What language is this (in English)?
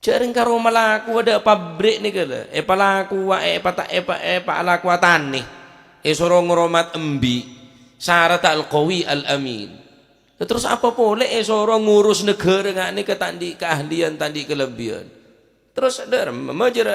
Madurese